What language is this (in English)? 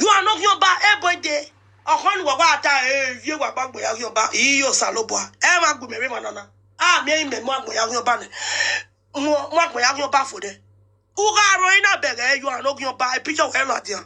Nigerian Pidgin